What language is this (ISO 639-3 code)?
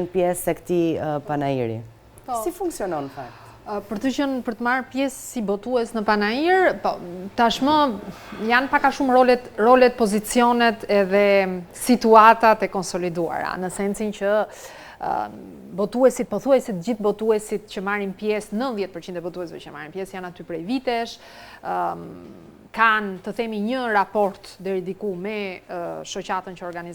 sqi